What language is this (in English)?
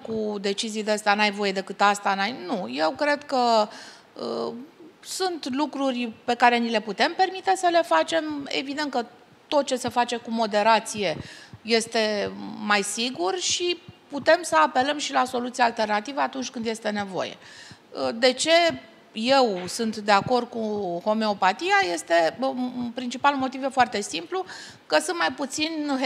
Romanian